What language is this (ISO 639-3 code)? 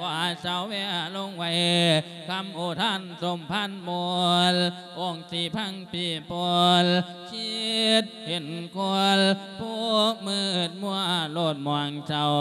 lao